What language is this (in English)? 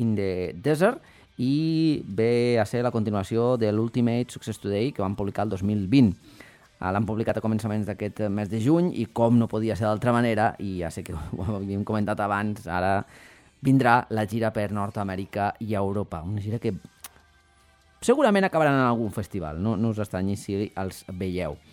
Catalan